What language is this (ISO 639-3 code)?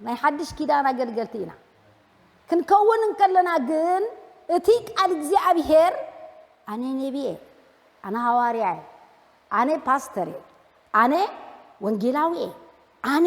tir